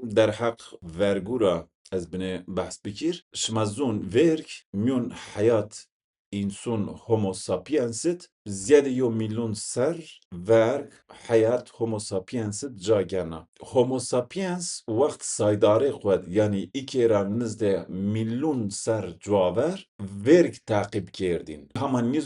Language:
Zaza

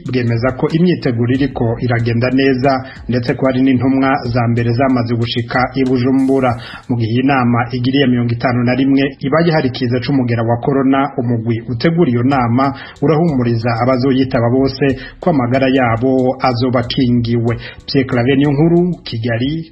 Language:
Rundi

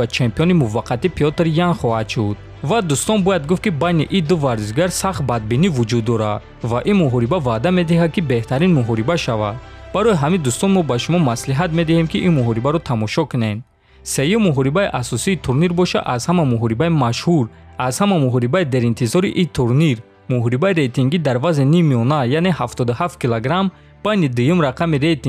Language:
Tajik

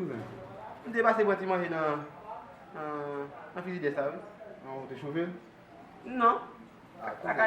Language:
Haitian Creole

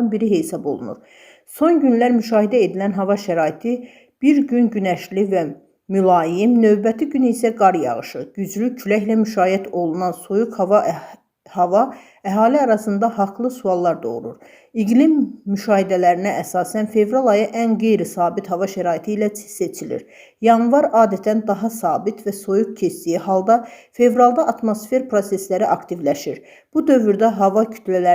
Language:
Azerbaijani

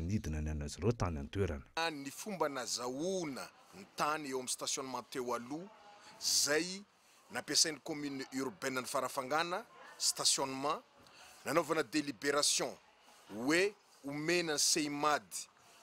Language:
Malagasy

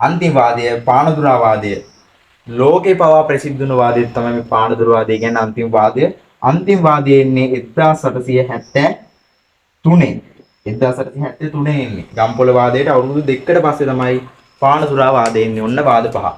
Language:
Sinhala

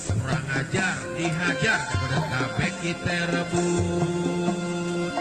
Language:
Betawi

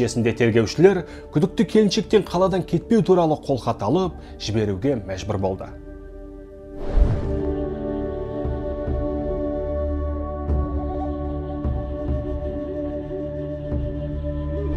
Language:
Kazakh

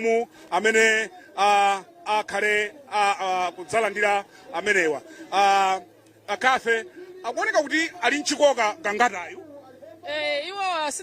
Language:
Nyanja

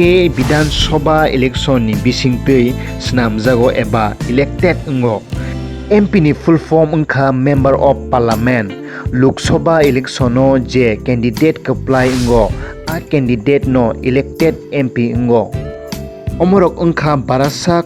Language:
Kok Borok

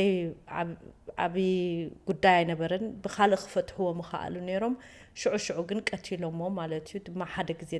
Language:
Tigrinya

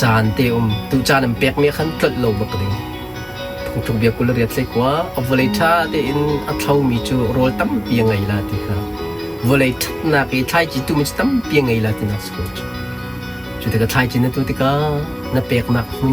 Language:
Hakha Chin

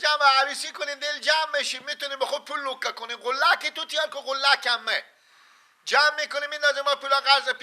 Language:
Persian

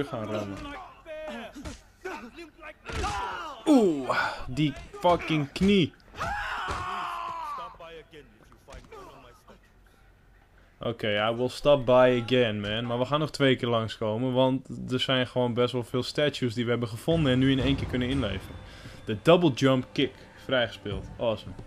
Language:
Dutch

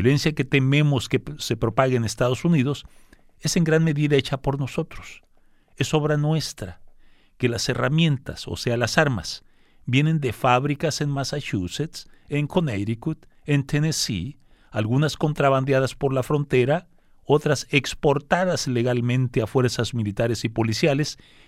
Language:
Spanish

